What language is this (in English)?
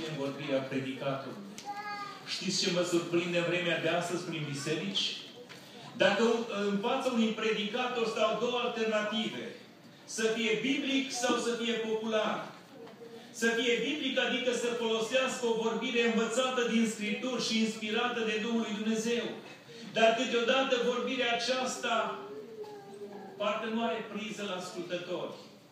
Romanian